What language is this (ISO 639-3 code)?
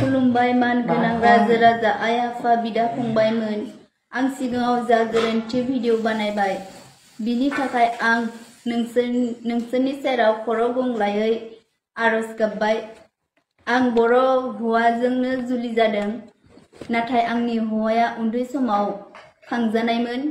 brx